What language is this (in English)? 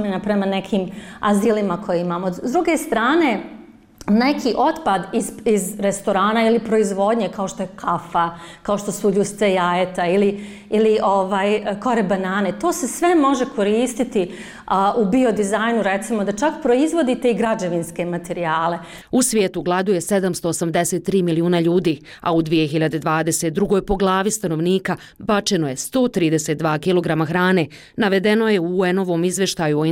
Bosnian